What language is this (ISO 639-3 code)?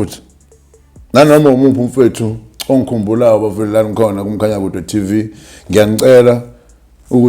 zul